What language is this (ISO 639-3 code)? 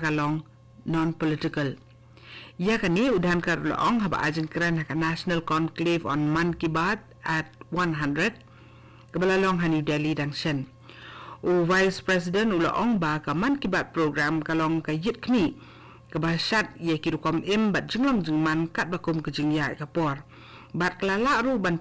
kha